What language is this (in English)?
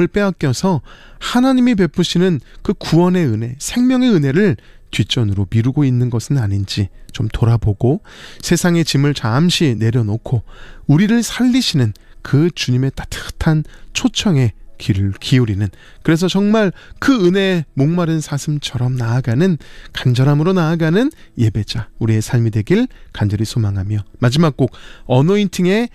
Korean